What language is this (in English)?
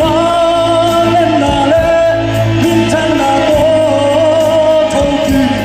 Tedim Chin